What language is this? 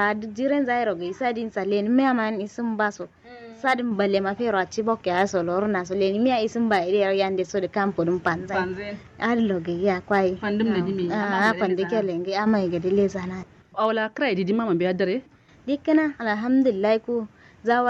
Kanuri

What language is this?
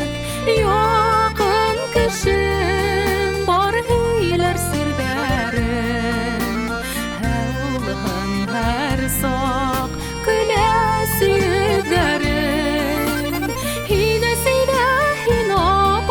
Bashkir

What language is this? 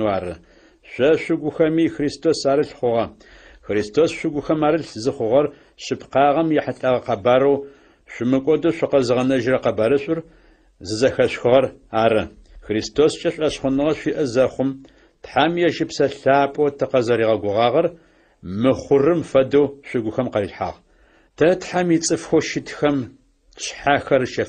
Adyghe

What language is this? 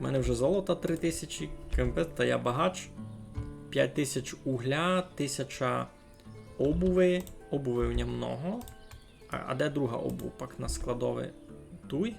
Rusyn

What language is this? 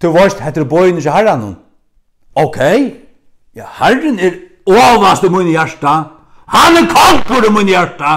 Faroese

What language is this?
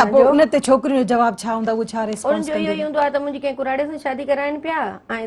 Sindhi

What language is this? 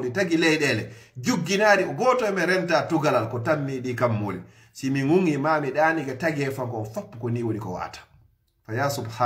Fula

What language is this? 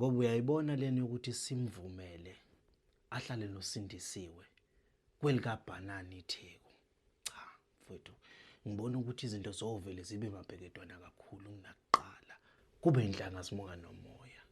Zulu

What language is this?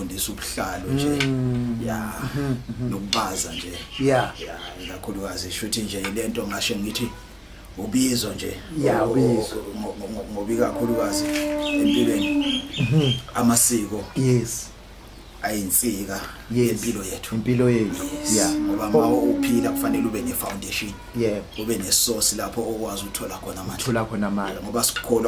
Zulu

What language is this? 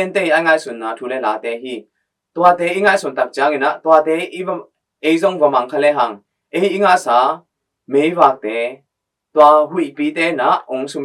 Tedim Chin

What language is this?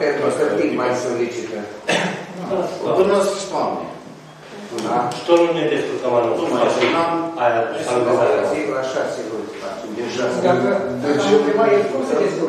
Romanian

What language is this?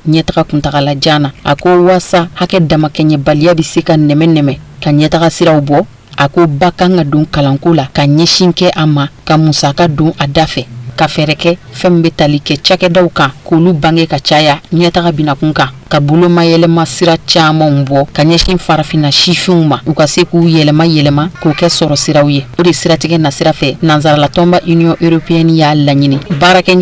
Bambara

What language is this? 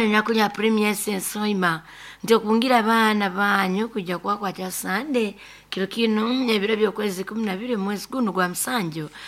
Nyoro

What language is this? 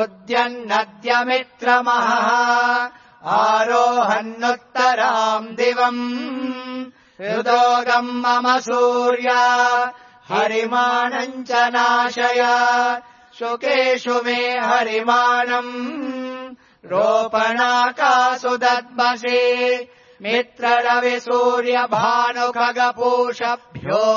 Sanskrit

